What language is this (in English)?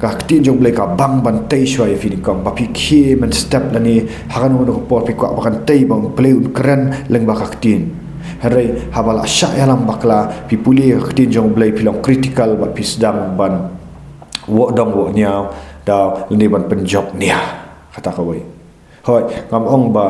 Khasi